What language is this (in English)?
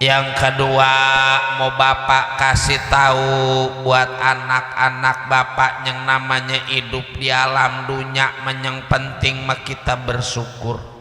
Betawi